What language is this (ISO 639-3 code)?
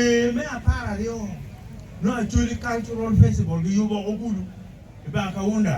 ach